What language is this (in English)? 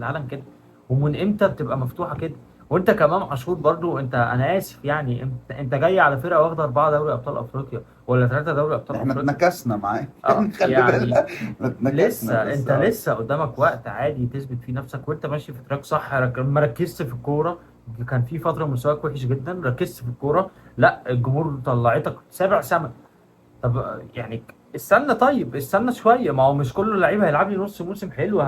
Egyptian Arabic